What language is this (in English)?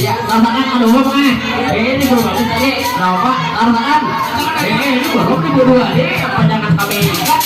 Banjar